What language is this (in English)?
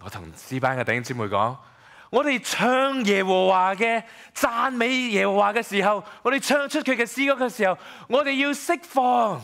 Cantonese